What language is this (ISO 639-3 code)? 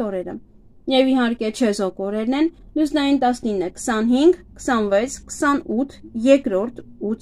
hye